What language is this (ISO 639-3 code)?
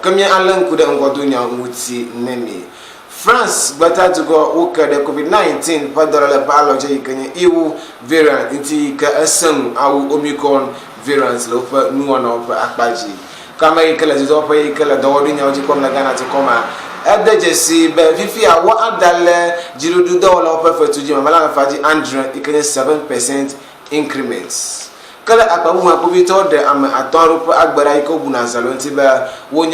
ewe